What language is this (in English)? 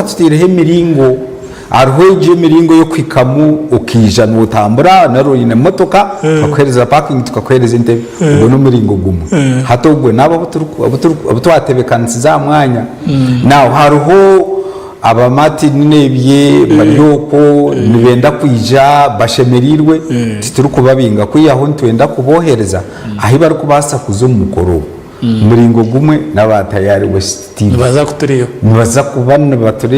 Nyankole